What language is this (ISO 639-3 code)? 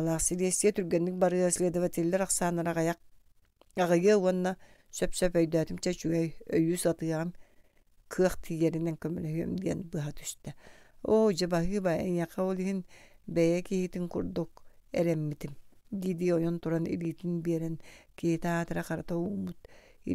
sah